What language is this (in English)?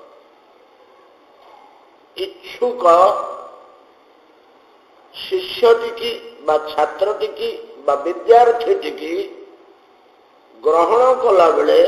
Odia